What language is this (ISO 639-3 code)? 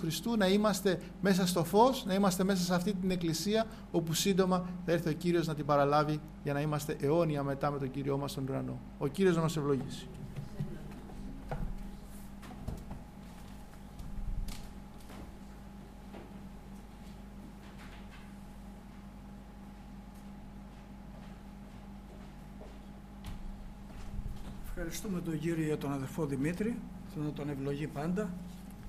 ell